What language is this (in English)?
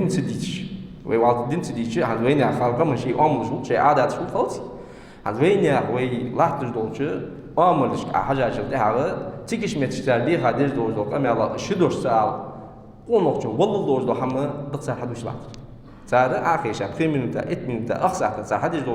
Ingush